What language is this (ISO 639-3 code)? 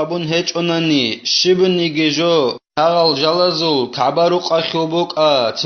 ava